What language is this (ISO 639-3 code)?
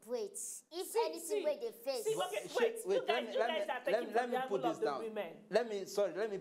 pcm